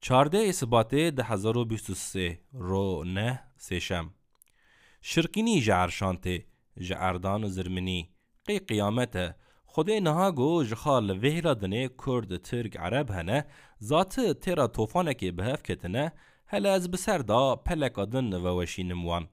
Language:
Kurdish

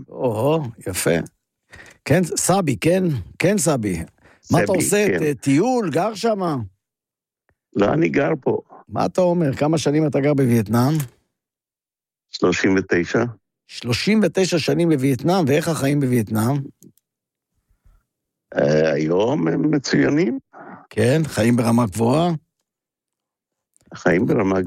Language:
Hebrew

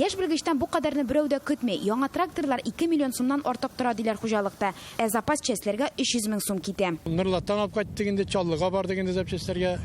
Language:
Tatar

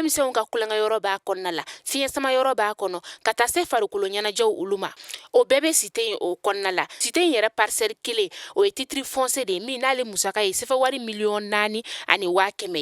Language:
Bambara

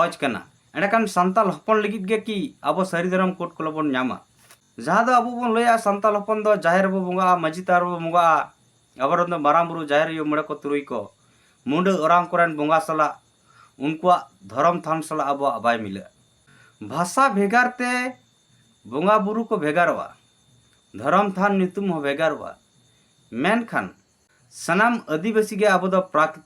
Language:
Santali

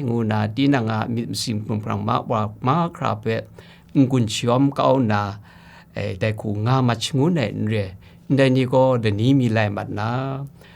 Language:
Kachin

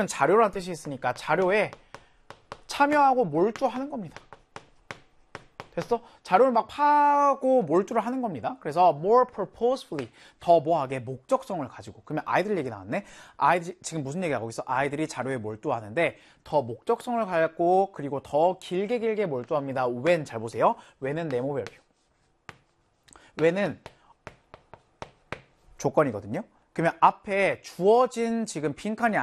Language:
Korean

